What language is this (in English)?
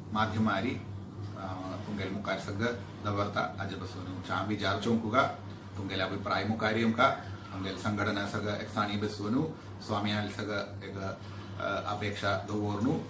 Konkani